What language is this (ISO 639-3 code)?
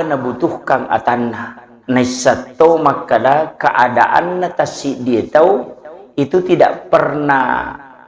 bug